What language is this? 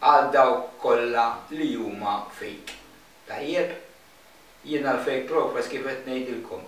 Maltese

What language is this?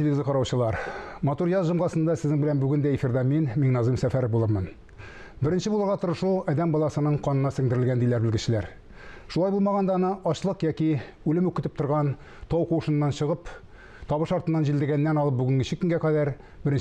Tatar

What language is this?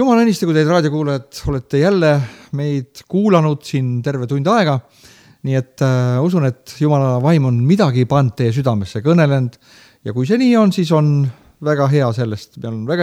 Estonian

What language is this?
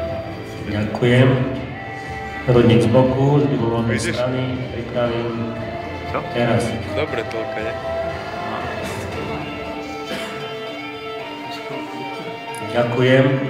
Slovak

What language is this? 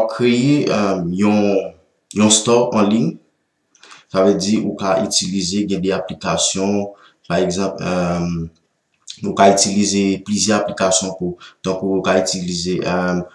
Haitian Creole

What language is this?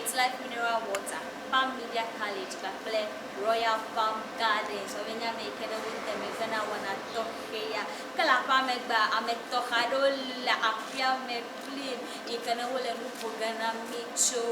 Ewe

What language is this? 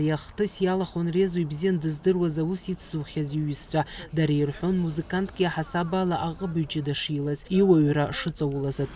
Abkhazian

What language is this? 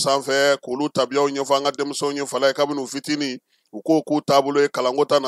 Bambara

